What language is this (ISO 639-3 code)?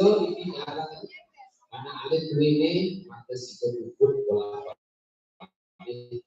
ban